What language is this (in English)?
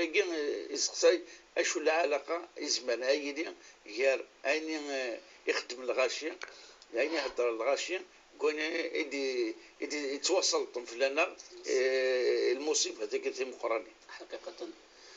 Kabyle